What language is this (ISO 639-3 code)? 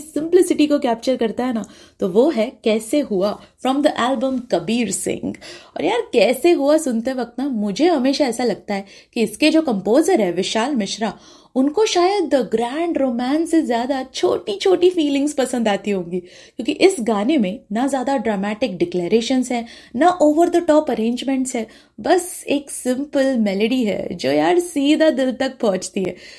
hin